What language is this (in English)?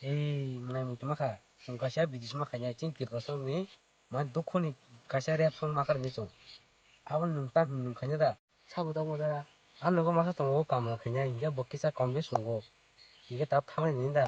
Kok Borok